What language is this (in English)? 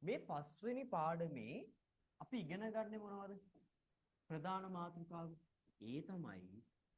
Sinhala